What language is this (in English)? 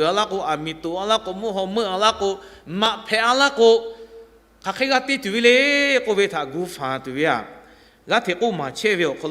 Lahu